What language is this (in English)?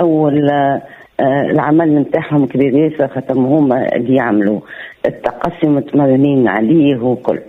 Tunisian Arabic